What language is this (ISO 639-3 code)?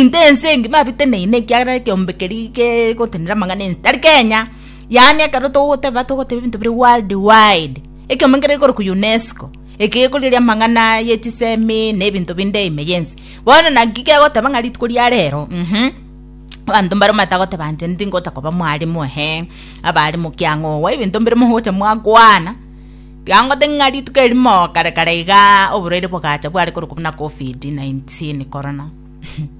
guz